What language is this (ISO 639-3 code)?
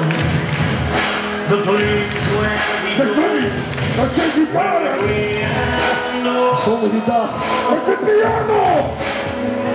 nld